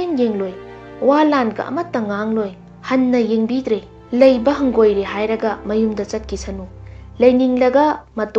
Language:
Manipuri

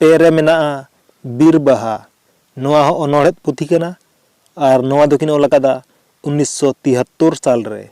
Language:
Santali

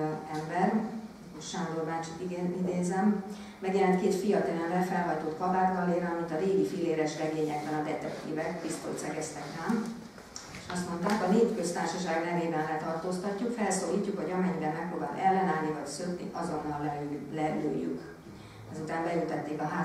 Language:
Hungarian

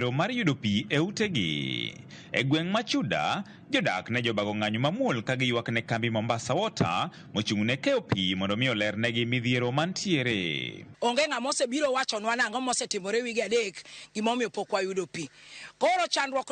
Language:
Luo (Kenya and Tanzania)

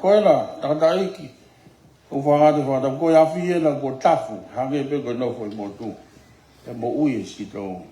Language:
Tongan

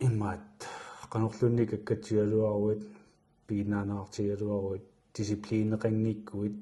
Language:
Kalaallisut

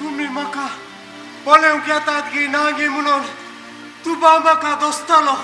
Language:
Konkani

